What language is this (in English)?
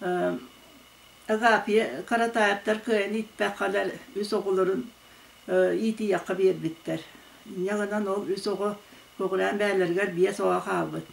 Yakut